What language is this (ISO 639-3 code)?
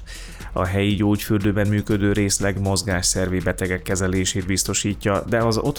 hun